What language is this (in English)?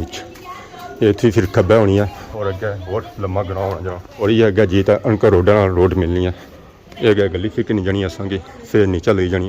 Pahari-Potwari